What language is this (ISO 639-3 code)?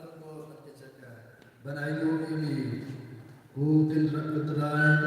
kha